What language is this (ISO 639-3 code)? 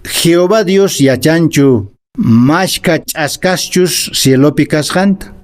que